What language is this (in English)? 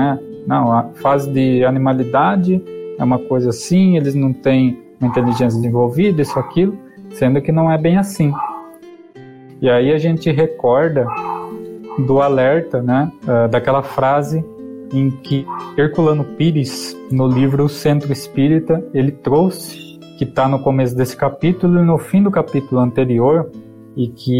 Portuguese